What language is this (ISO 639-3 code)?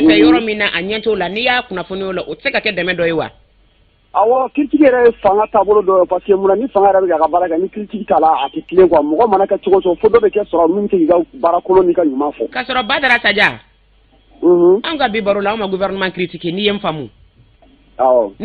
bam